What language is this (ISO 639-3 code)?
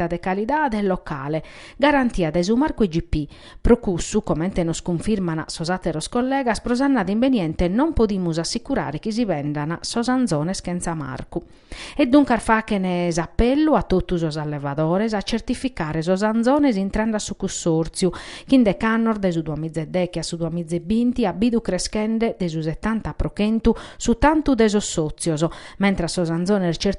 srd